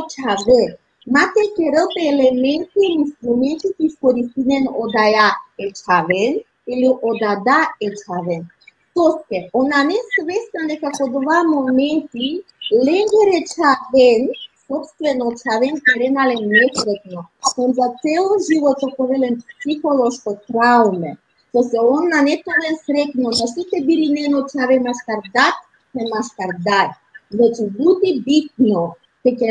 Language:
Balkan Romani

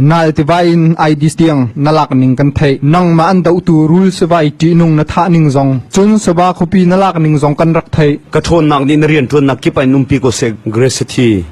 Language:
Hakha Chin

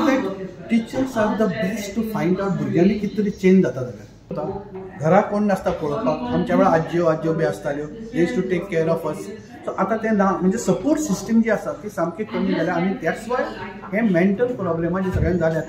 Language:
Konkani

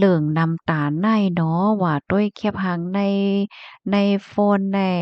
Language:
Shan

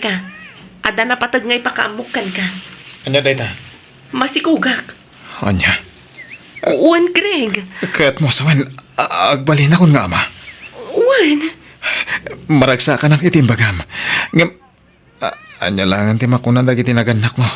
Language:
Iloko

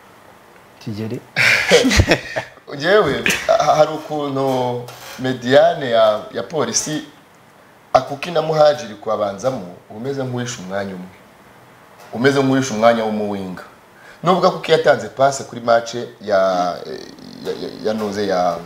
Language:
Kinyarwanda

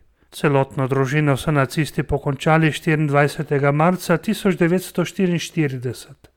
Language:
Slovenian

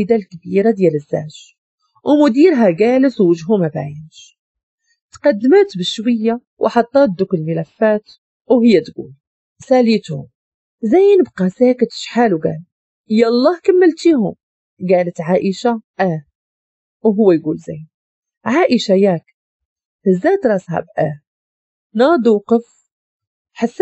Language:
Moroccan Arabic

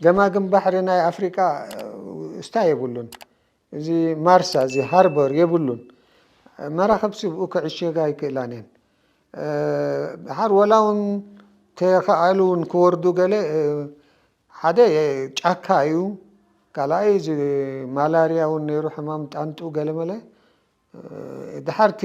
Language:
Tigrinya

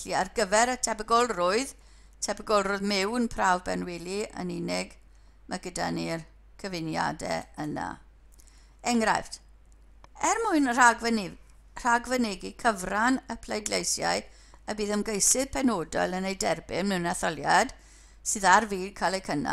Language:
Welsh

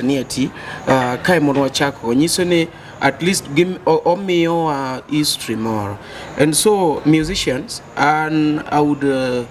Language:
Luo (Kenya and Tanzania)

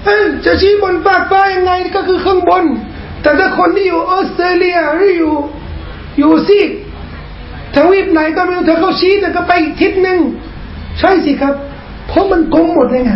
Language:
Thai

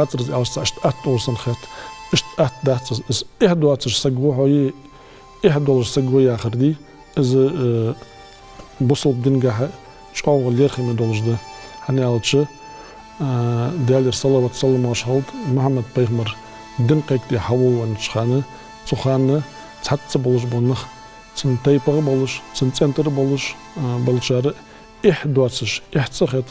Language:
Ingush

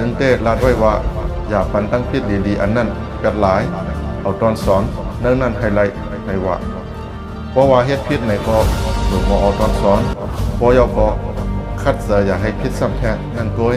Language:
Shan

